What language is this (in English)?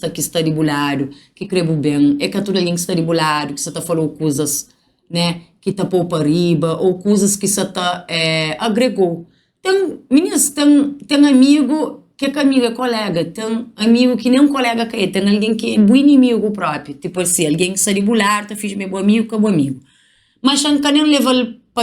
Kabuverdianu